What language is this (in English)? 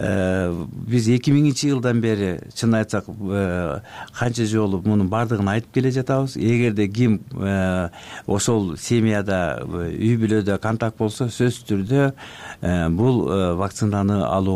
Kyrgyz